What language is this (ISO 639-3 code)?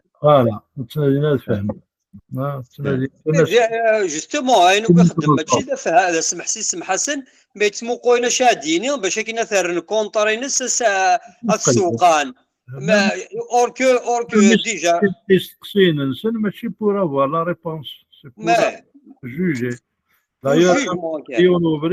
kab